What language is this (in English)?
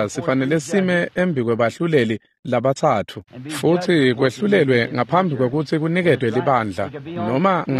Swati